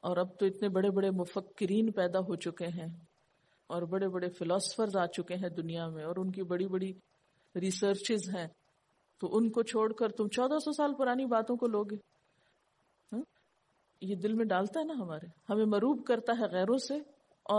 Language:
Urdu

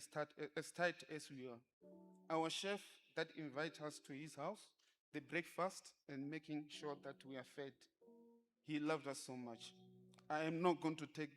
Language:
Venda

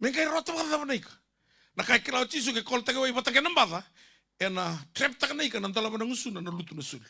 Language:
Fijian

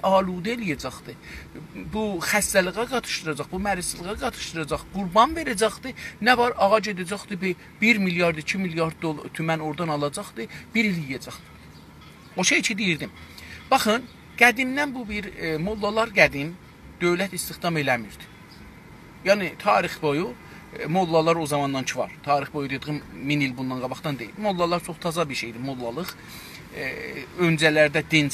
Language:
South Azerbaijani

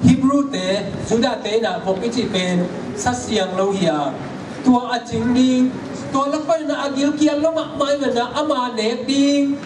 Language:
Tedim Chin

